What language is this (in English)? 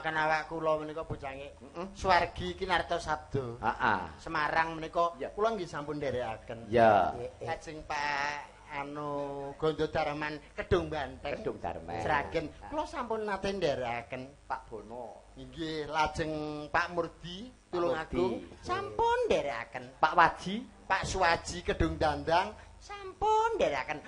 Javanese